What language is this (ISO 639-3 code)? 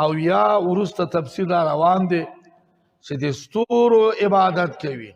pus